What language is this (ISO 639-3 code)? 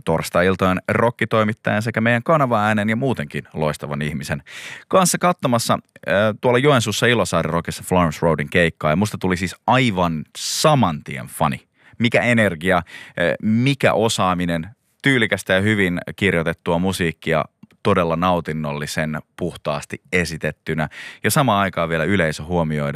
fin